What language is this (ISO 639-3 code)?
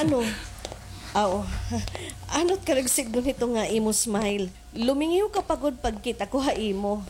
war